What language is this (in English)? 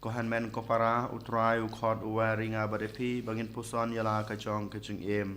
Khasi